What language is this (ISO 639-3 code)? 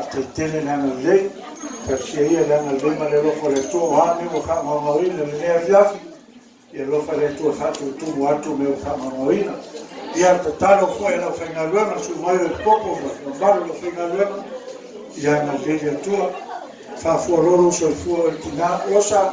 smo